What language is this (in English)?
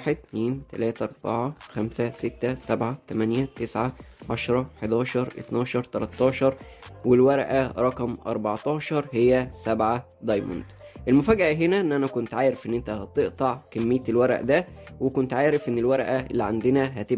Egyptian Arabic